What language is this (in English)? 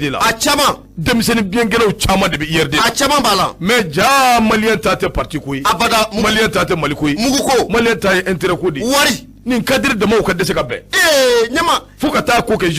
Bambara